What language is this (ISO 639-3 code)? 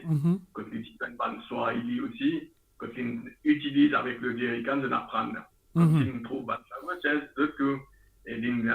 mfe